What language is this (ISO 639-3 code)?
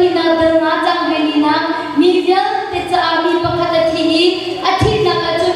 cnh